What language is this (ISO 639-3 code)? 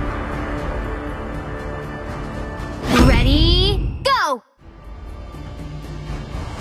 eng